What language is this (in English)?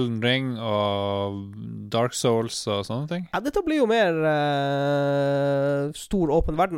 Norwegian